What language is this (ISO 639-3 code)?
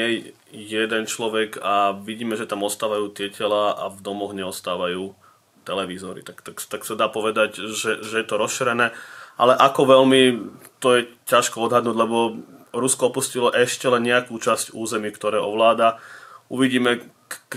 slk